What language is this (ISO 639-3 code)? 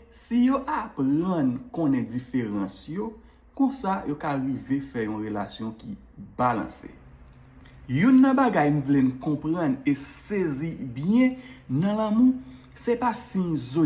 hat